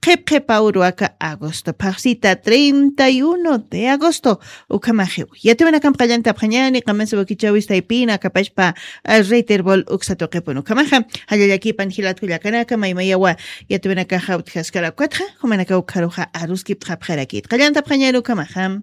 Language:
Aymara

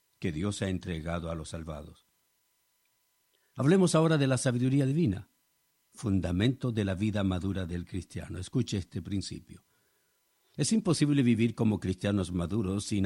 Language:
Spanish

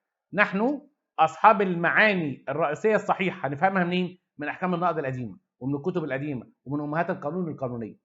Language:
Egyptian Arabic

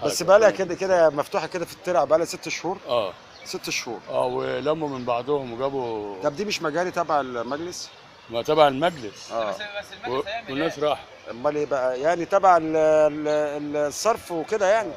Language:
Egyptian Arabic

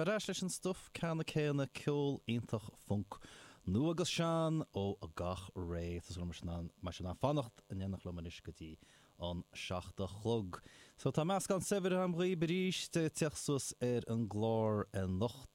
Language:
Irish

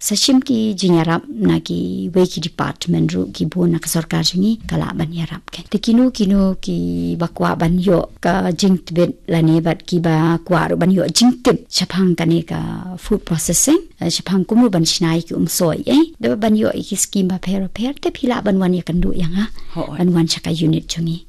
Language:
Khasi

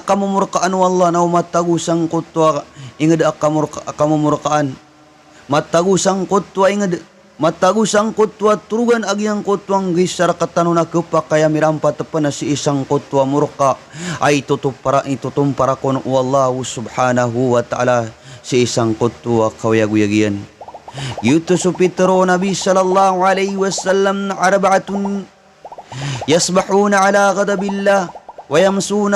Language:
Maranao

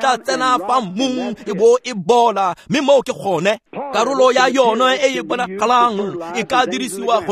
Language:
Tswana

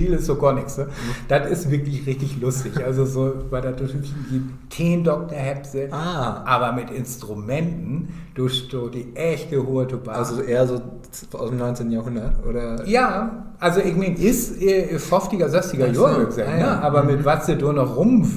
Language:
Low German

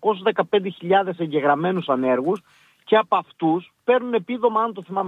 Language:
Greek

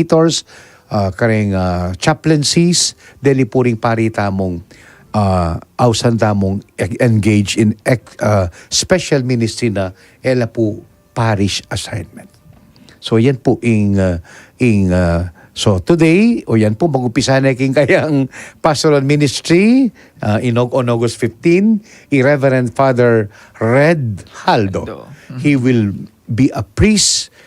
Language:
Pampanga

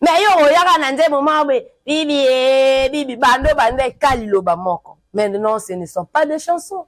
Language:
Lingala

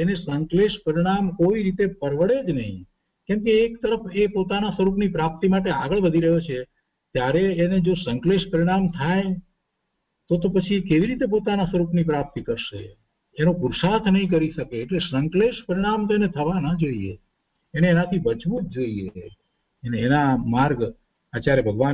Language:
Gujarati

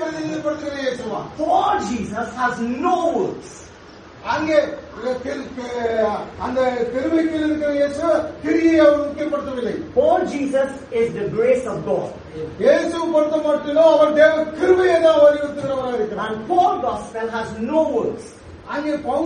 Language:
Tamil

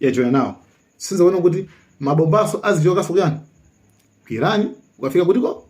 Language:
Nyanja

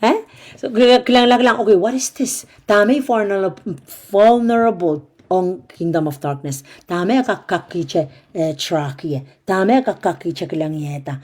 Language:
Pohnpeian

